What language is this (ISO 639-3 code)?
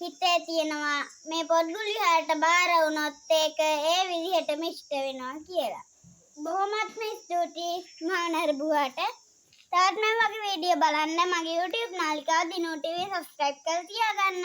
sin